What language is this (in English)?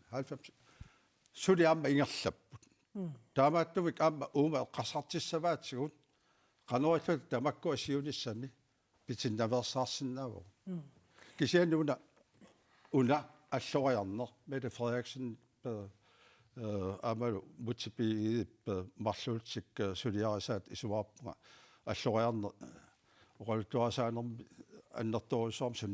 Kalaallisut